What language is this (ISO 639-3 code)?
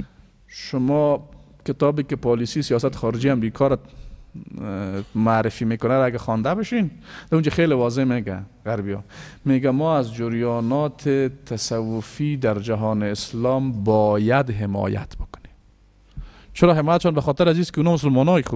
fas